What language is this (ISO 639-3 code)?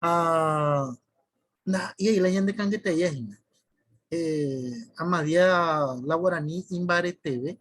grn